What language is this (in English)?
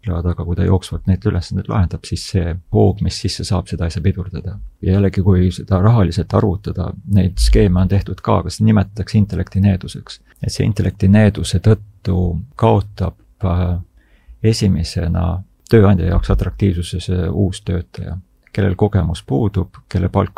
Estonian